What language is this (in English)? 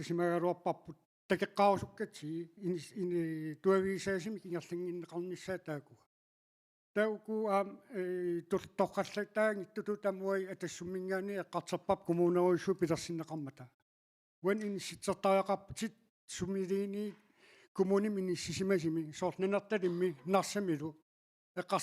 Kalaallisut